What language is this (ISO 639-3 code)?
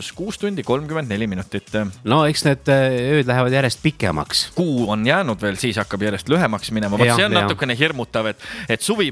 est